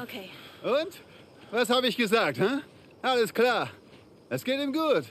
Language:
Bavarian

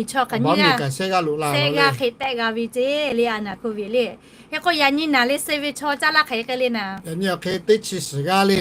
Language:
Lahu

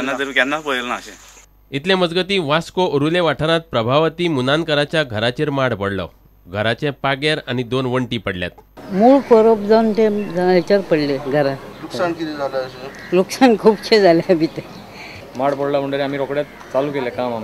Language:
Konkani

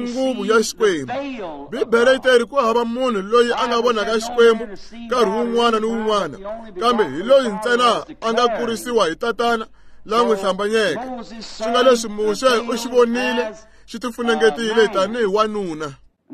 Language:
Tsonga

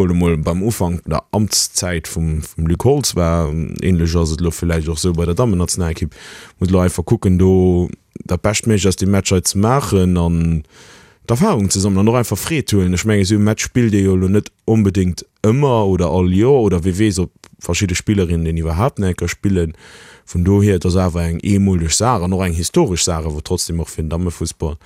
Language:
Luxembourgish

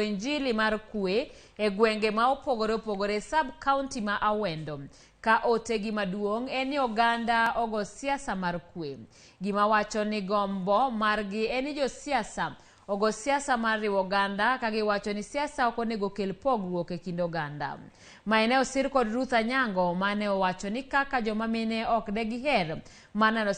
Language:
Luo (Kenya and Tanzania)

